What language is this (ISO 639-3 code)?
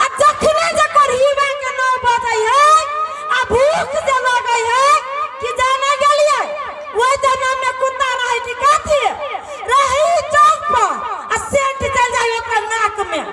mai